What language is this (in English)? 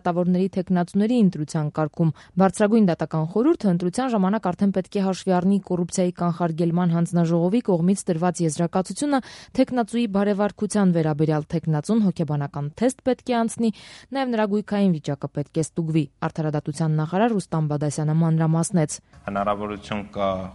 Armenian